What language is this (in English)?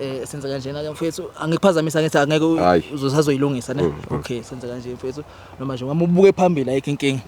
Zulu